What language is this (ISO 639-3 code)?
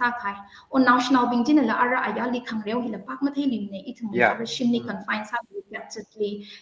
nmf